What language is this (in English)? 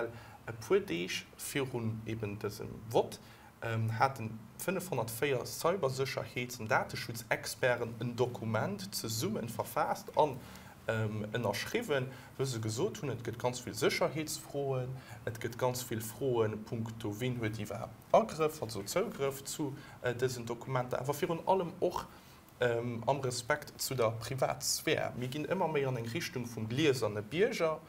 Luxembourgish